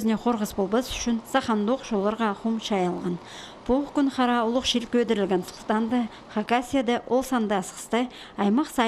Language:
Khakas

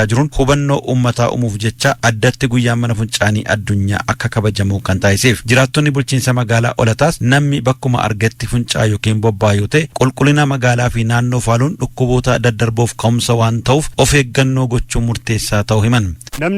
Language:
Oromo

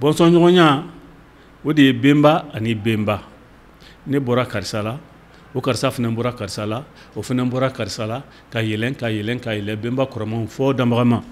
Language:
Bambara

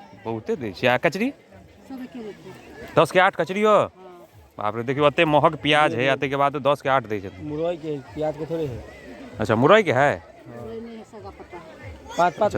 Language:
Maithili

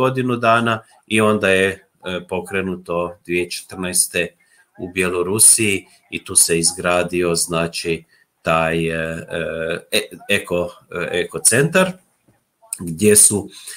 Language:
Croatian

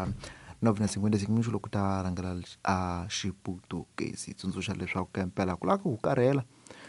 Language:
Tsonga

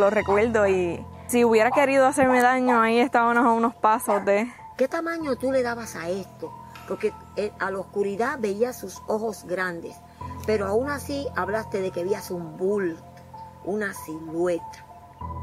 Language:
Spanish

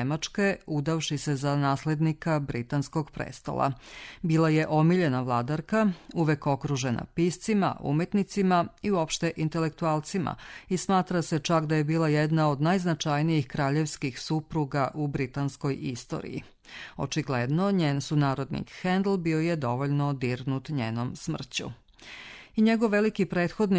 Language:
Serbian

